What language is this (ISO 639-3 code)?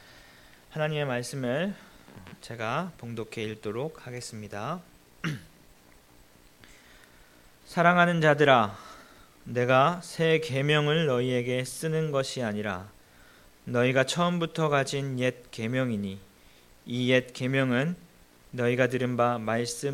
kor